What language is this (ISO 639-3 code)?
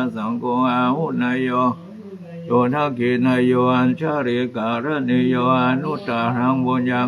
pli